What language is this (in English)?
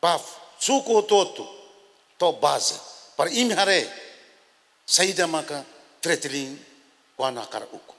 Tetum